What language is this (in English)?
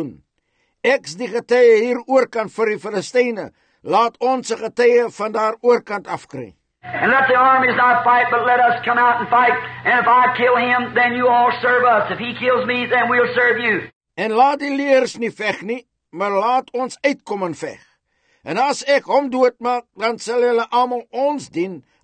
Afrikaans